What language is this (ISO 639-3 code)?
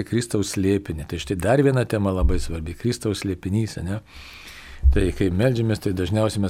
lit